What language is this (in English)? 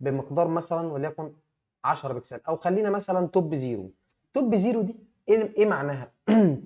Egyptian Arabic